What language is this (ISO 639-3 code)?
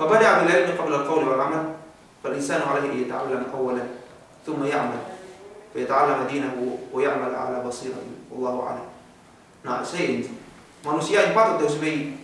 yka